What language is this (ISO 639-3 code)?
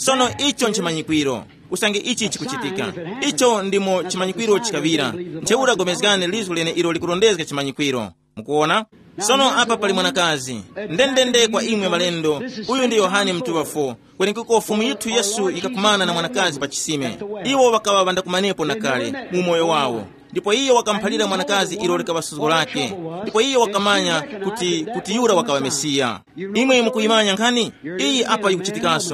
tum